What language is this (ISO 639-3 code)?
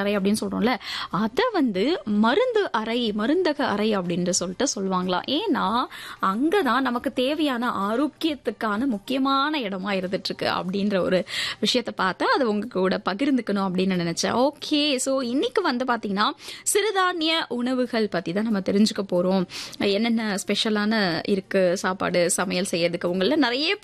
tam